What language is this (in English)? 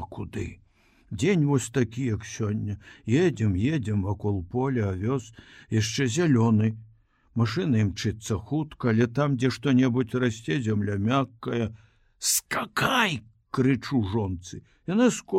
Belarusian